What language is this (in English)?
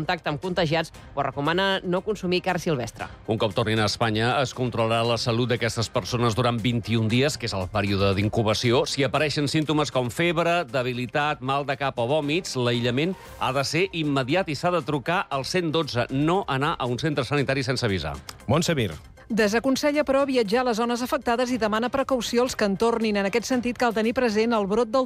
Catalan